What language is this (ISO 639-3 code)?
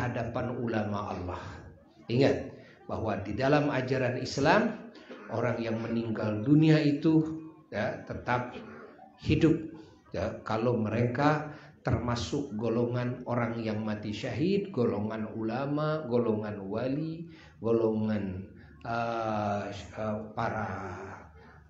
ind